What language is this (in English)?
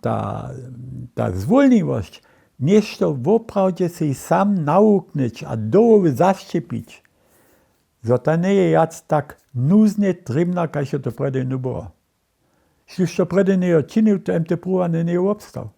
Upper Sorbian